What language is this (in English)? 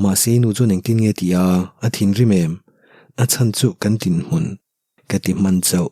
Mizo